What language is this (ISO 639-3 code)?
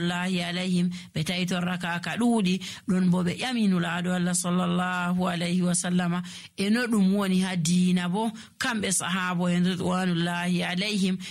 fuv